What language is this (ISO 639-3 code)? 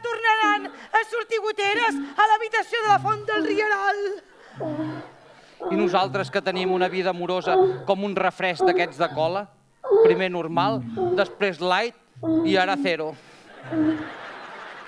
cat